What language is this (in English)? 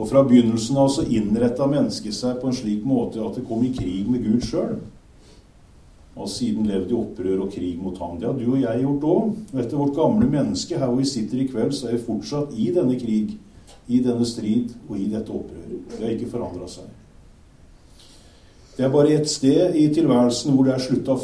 Norwegian